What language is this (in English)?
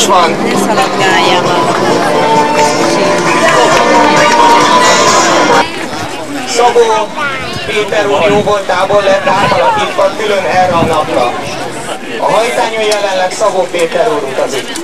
Hungarian